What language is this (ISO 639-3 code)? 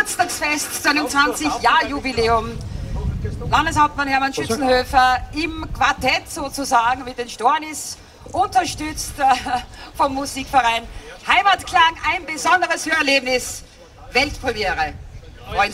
deu